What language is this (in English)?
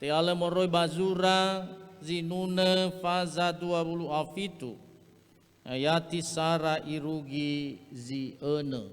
Nias